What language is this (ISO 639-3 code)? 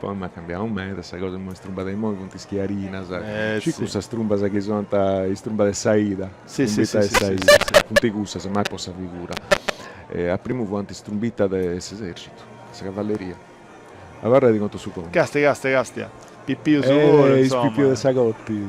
srd